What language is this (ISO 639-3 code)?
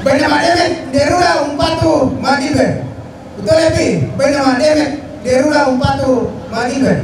sda